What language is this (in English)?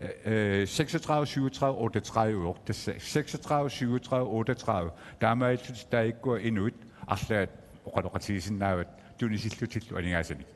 Kalaallisut